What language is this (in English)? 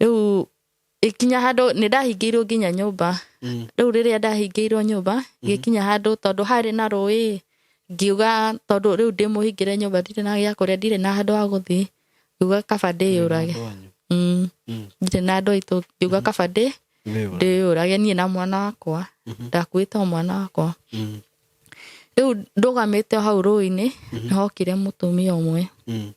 Kikuyu